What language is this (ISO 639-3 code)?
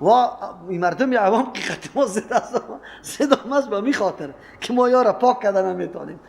fas